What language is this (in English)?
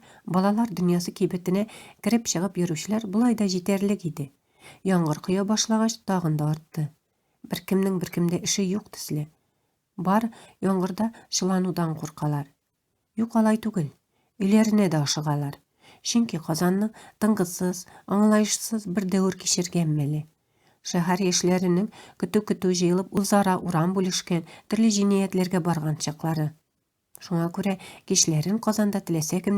Tatar